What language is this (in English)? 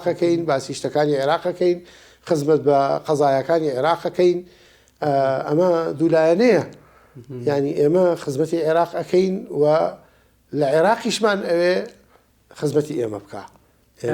Central Kurdish